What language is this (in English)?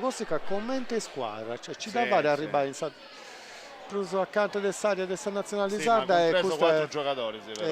Sardinian